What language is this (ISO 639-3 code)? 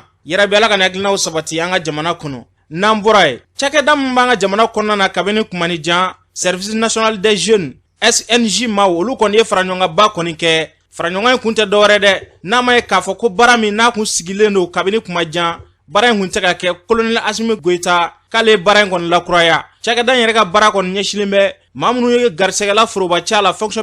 bam